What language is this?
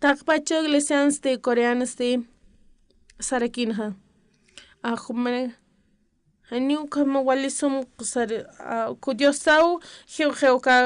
Aymara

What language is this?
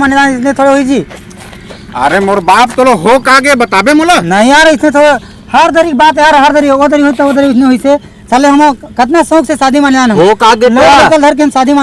Chhattisgarhi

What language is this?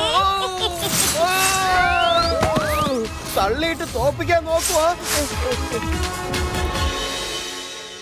Malayalam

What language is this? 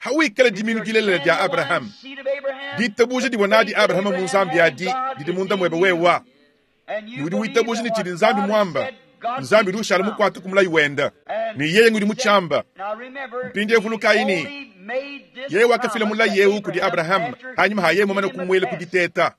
Luba-Lulua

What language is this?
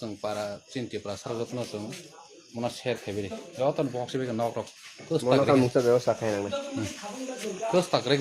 Kok Borok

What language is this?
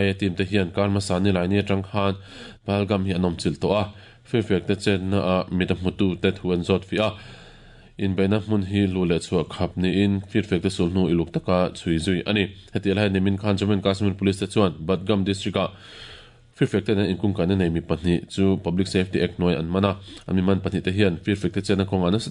Mizo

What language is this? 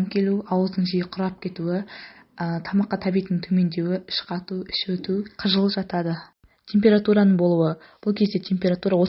Kazakh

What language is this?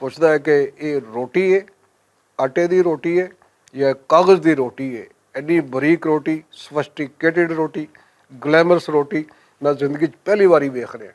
Western Panjabi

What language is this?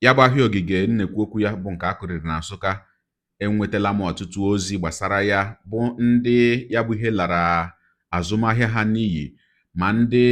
Igbo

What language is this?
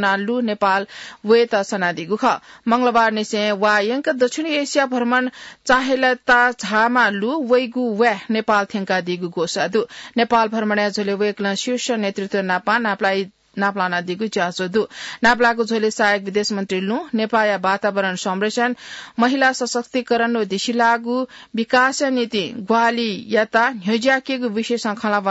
Newari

